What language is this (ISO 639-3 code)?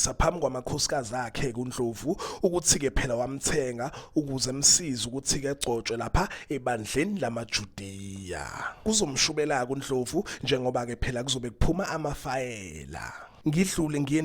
zul